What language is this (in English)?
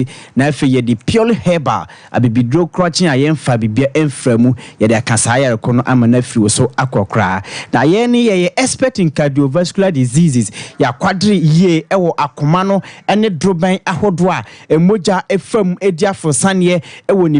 Akan